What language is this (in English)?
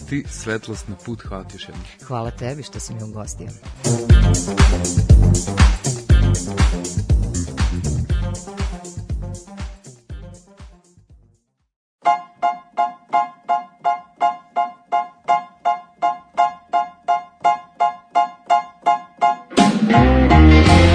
Serbian